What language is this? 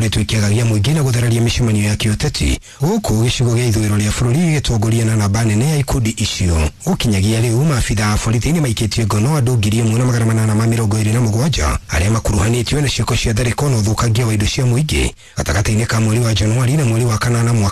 Kikuyu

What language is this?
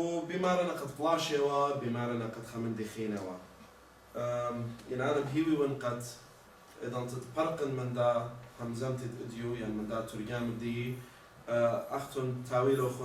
Assyrian Neo-Aramaic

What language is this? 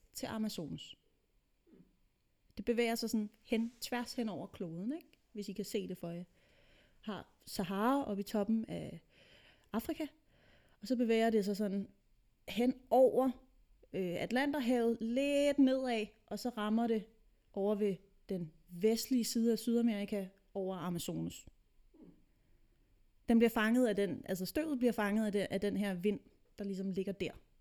Danish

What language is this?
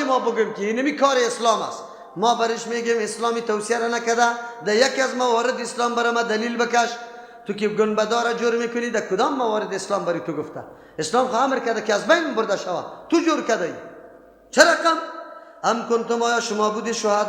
Persian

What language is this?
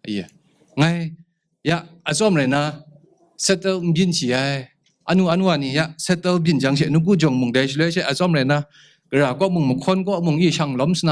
Kachin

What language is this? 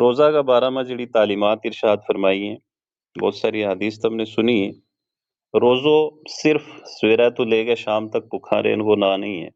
Gujari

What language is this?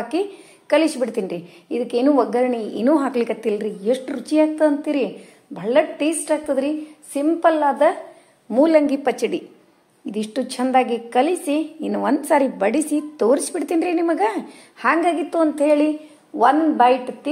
Kannada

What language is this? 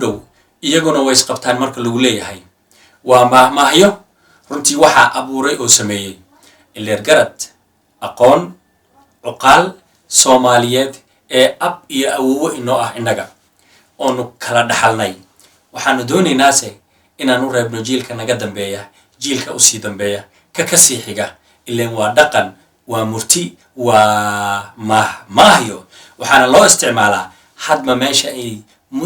Somali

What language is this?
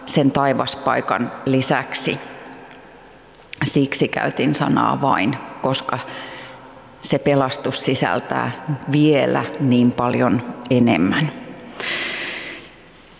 Finnish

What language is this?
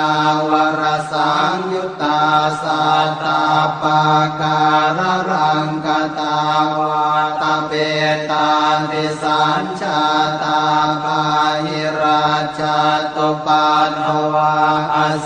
Pali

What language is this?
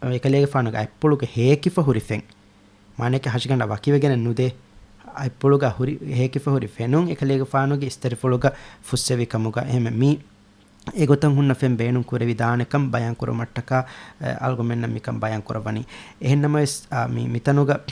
Divehi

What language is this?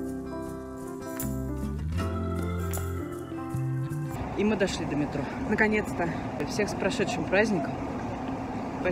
Russian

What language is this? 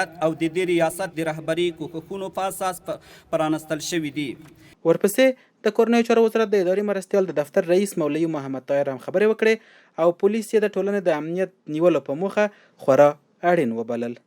Pashto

